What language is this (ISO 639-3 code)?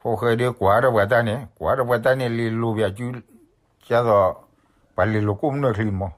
ksw